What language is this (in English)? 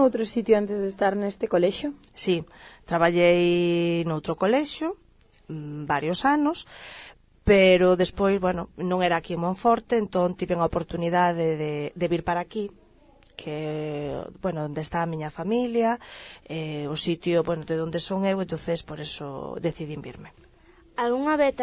Galician